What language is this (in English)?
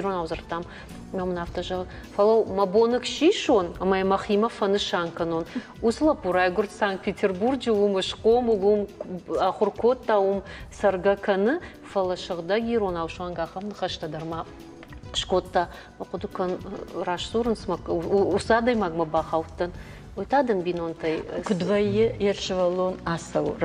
Ossetic